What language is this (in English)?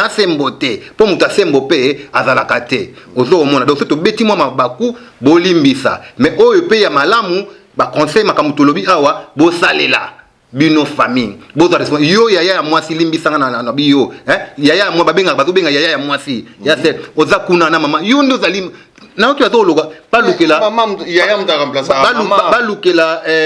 Lingala